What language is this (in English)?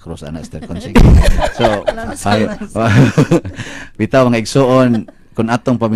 Cebuano